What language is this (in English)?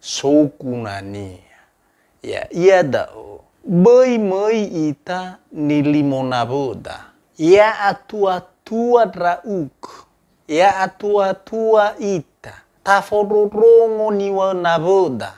Nias